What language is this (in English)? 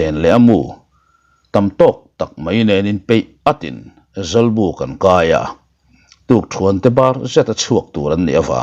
Mizo